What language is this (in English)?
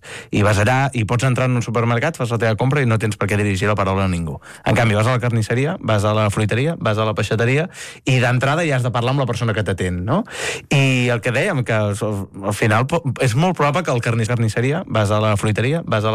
Catalan